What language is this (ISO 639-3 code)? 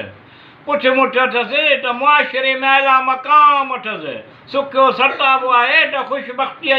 snd